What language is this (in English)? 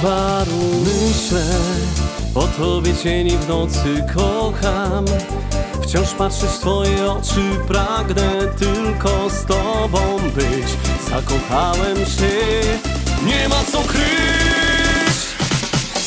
Polish